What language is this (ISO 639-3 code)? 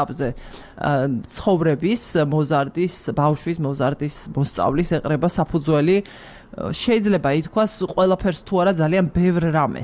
kat